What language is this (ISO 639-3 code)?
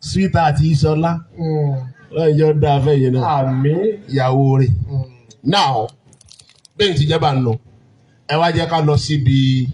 yor